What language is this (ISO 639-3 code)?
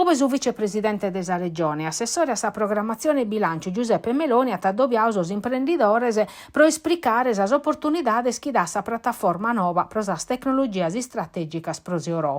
srd